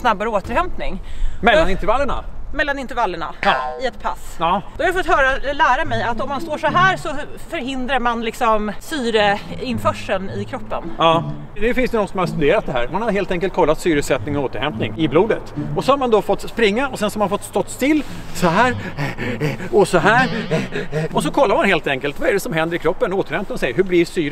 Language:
Swedish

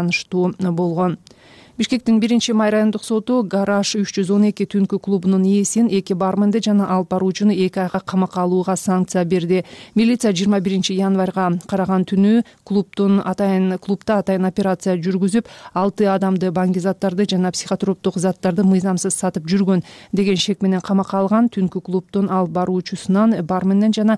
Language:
Kyrgyz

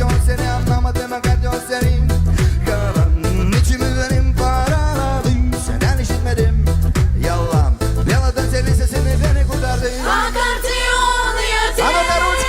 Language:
Gagauz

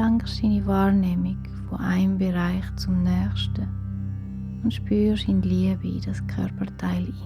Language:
Swiss German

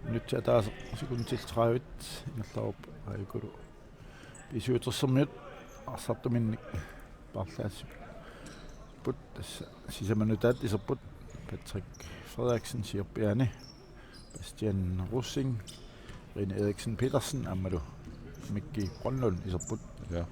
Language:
Kalaallisut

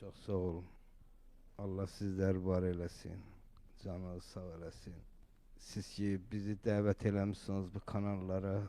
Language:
Azerbaijani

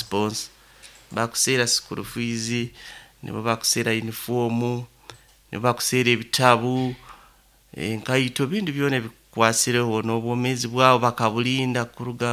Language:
Nyoro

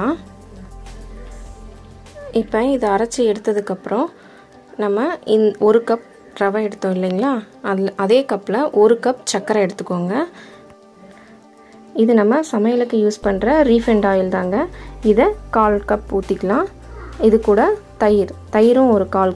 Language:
Tamil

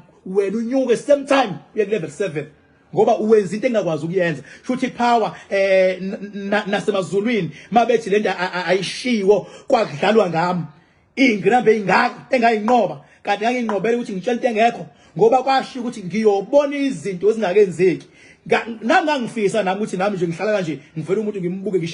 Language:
Zulu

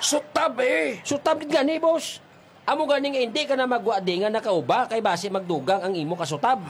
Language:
Hiligaynon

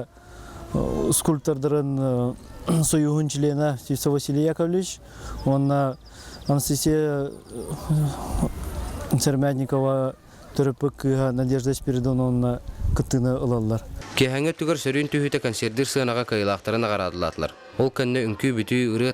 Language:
Yakut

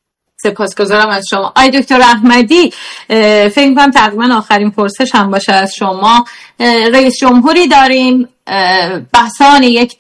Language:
Persian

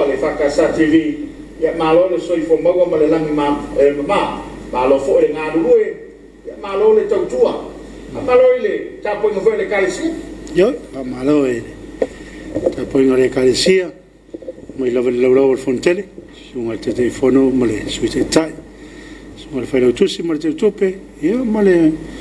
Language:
Samoan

